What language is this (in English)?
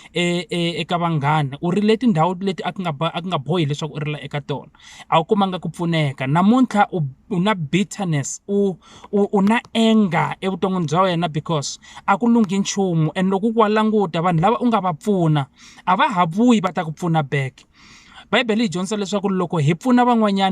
Tsonga